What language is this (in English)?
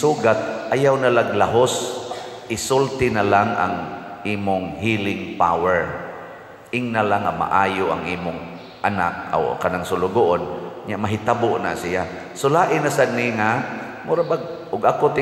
Cebuano